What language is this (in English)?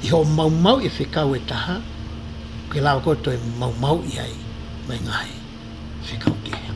Tongan